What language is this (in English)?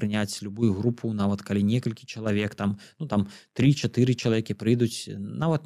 Belarusian